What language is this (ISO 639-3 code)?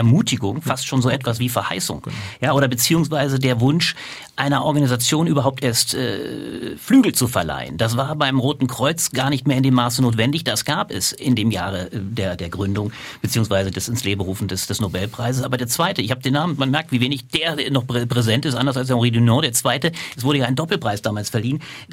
deu